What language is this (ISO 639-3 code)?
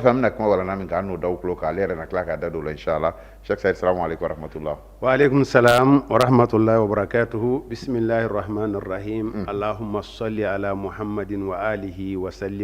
bam